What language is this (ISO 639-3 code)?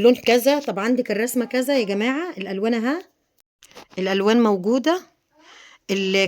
arz